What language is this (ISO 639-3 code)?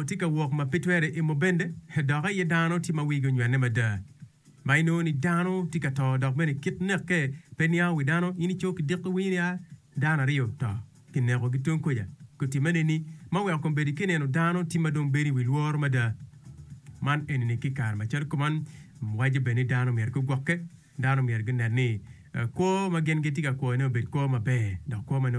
ach